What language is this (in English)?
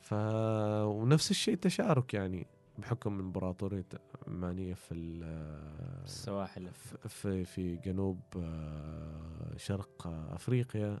Gulf Arabic